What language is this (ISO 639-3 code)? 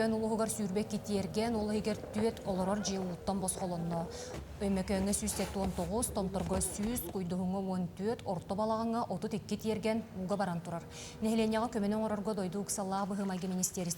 sah